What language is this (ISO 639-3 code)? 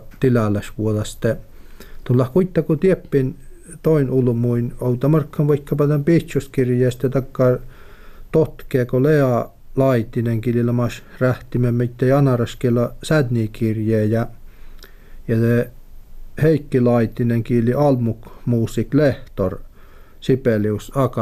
fin